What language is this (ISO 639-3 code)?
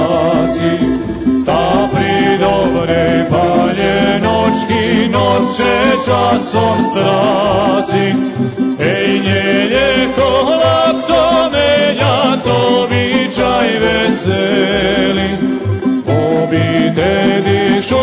rue